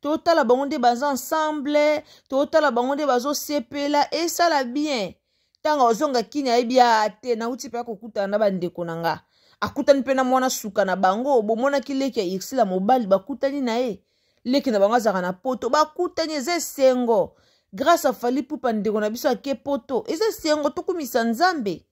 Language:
Lingala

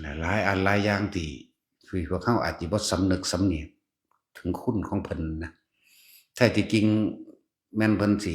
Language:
Lao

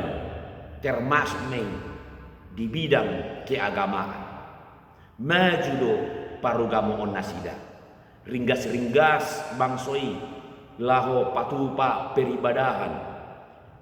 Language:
Batak Toba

